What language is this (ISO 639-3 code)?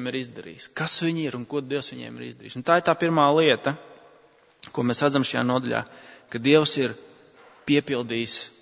lav